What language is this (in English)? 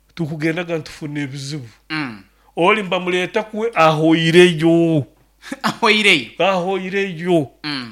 Nyoro